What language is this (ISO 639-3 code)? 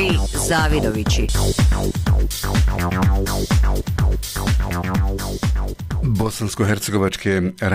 bos